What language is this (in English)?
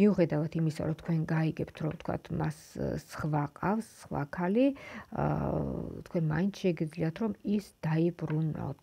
Georgian